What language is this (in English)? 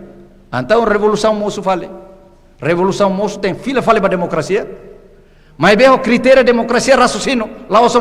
Tetum